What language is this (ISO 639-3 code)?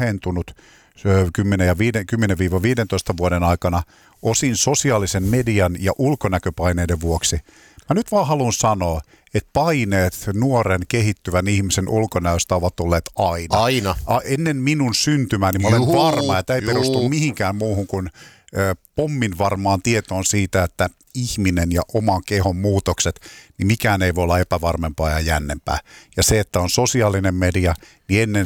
fin